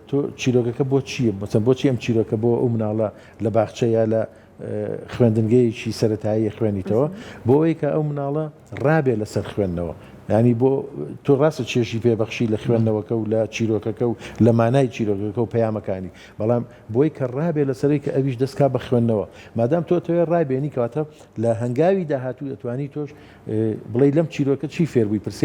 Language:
Central Kurdish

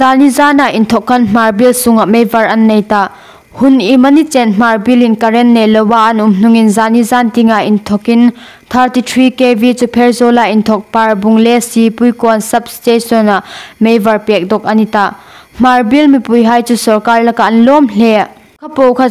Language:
Hmar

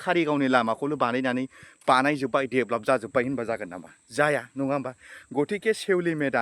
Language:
Bodo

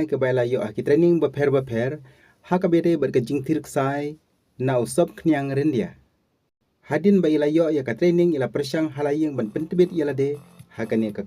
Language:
Khasi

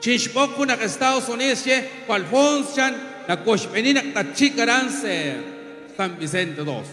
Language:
Kekchí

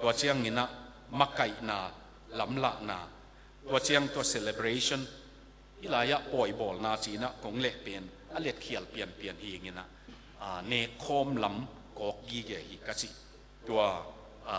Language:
Tedim Chin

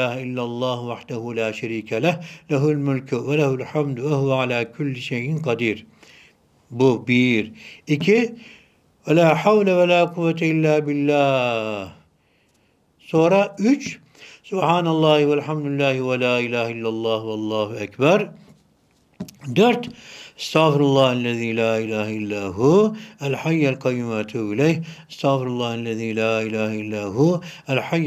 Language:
Turkish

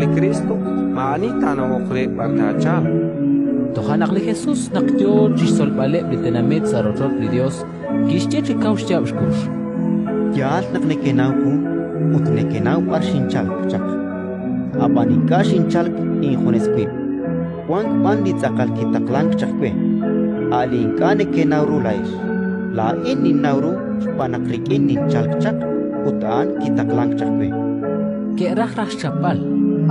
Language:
Kekchí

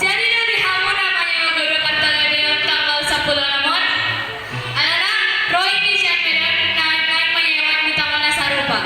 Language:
Batak Toba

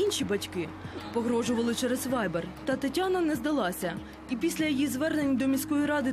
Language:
Ukrainian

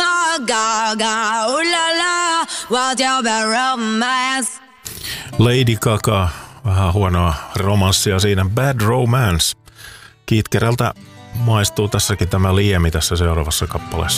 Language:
Finnish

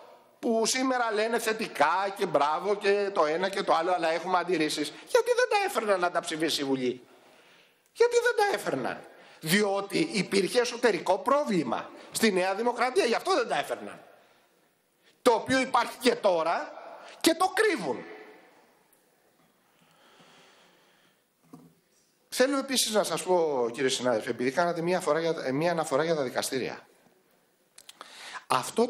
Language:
Greek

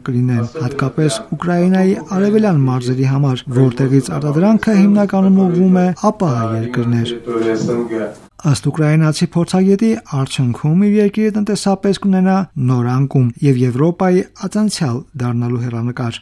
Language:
Armenian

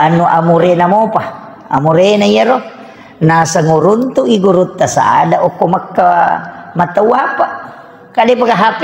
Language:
Buginese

